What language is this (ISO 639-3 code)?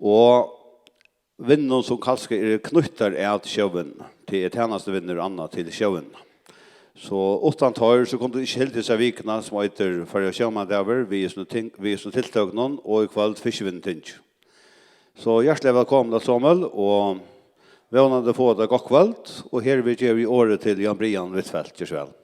fao